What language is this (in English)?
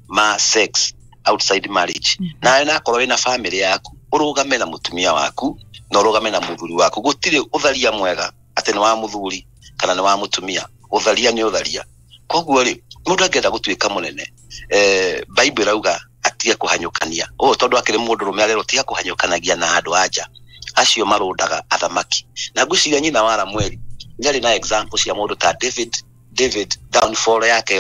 Kikuyu